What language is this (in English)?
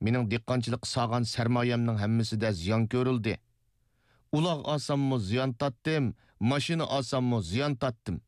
Uyghur